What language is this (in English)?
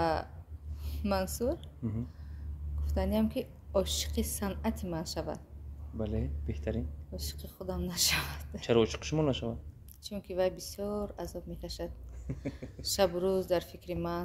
Tajik